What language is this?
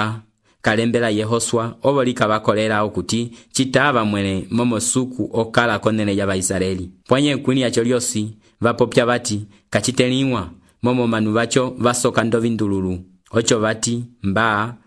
Umbundu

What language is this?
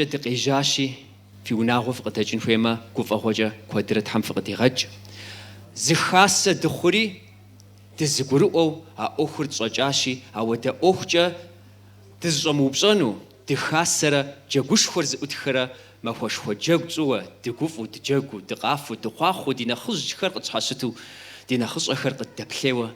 Kabardian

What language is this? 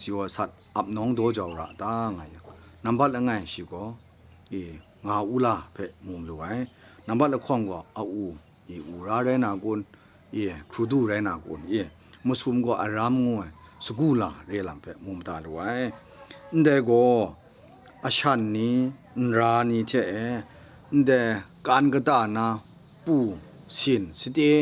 Kachin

